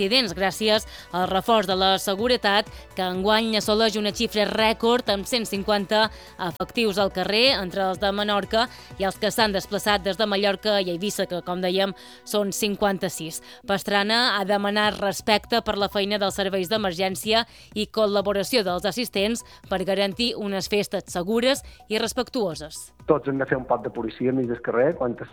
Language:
Catalan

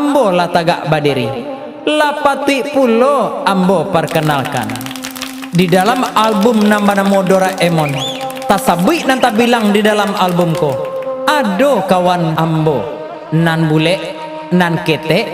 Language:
Minangkabau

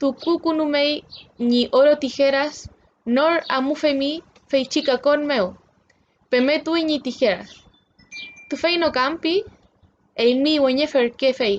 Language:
Mapuche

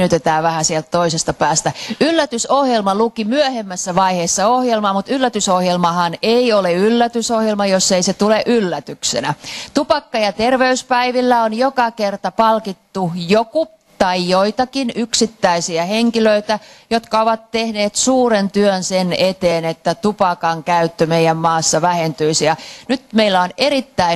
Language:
Finnish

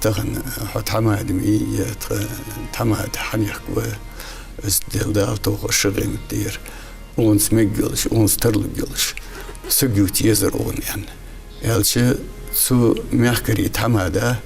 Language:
Ingush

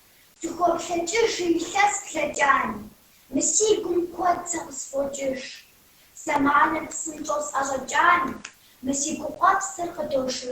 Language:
Kabardian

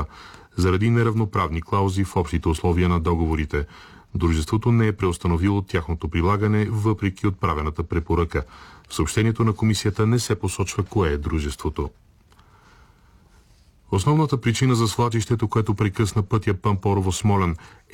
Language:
Bulgarian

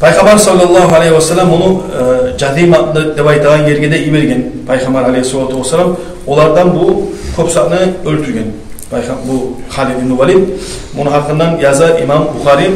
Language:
Kumyk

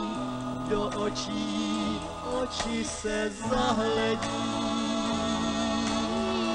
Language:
Czech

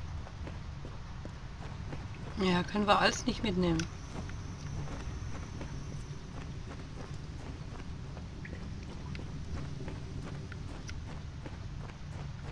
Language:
German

